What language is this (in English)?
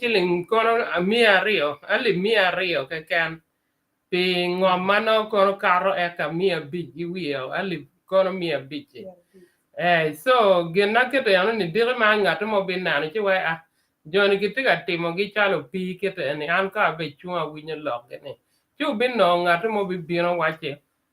Acoli